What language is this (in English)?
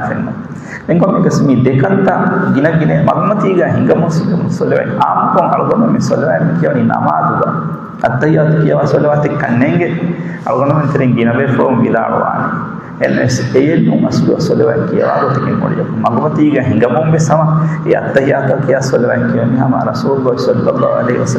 Divehi